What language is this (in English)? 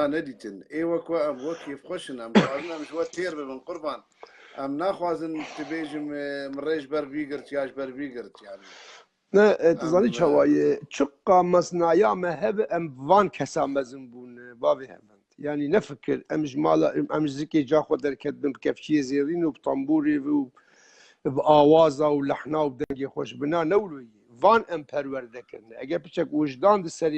Kurdish